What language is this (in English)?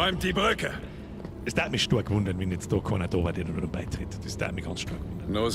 Bavarian